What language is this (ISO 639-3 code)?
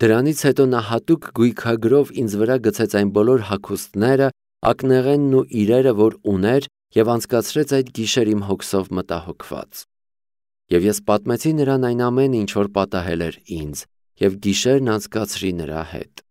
hye